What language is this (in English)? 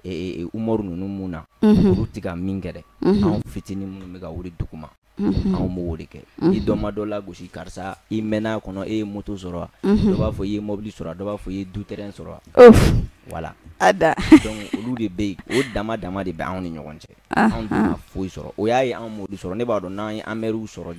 Bambara